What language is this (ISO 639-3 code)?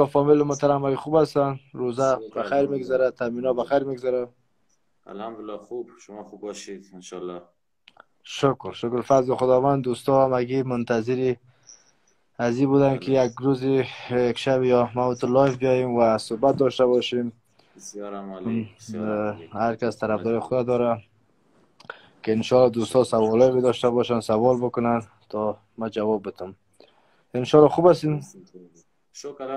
fas